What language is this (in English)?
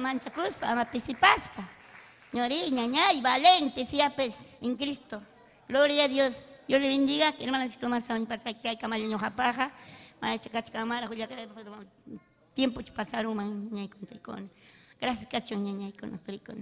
Ayacucho Quechua